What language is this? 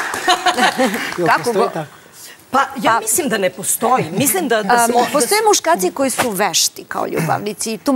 Serbian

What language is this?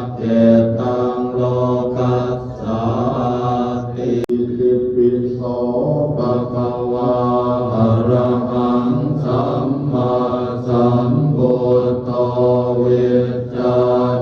Pali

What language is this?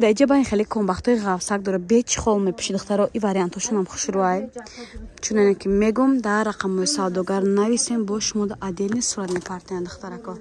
Tajik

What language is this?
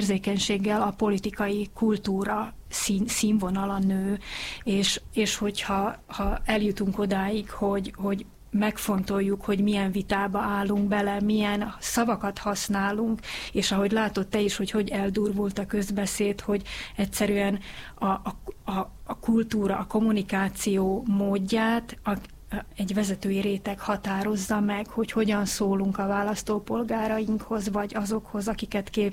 Hungarian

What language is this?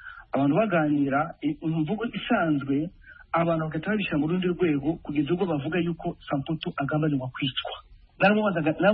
Kinyarwanda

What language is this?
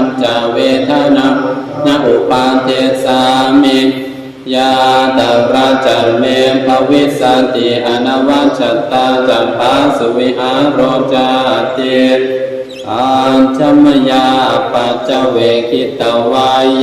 Pali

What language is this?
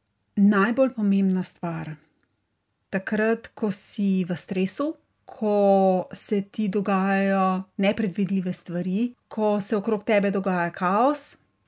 Slovenian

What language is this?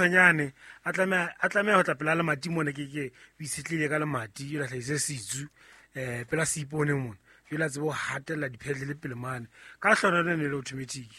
Southern Sotho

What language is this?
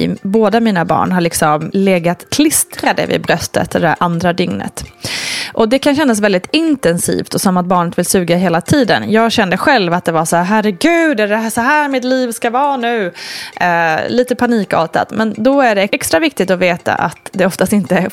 Swedish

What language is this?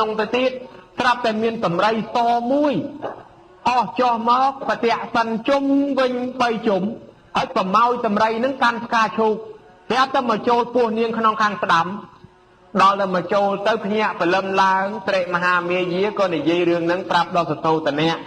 Khmer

